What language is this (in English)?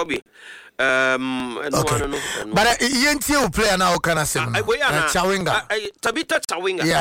Akan